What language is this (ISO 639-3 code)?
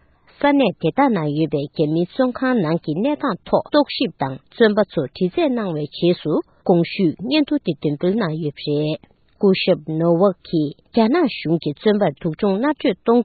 bod